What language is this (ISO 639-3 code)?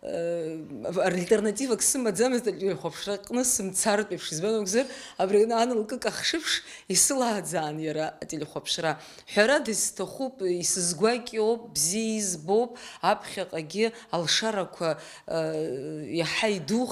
abk